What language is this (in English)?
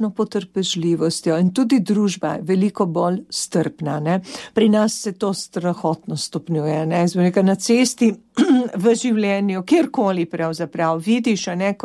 Slovenian